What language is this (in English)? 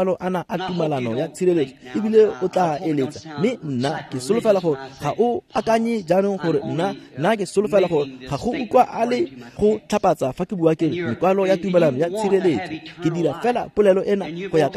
Tswana